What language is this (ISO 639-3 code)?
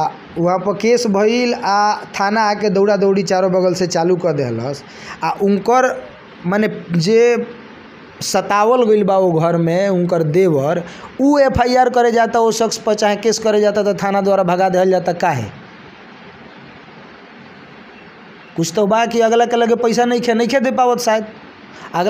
bho